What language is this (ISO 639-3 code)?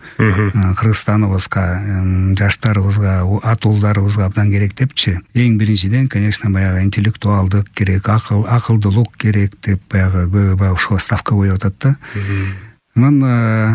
kir